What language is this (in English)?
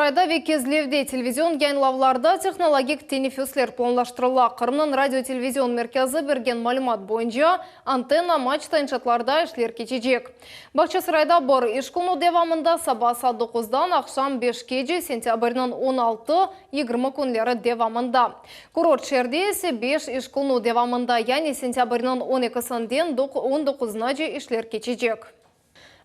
Crimean Tatar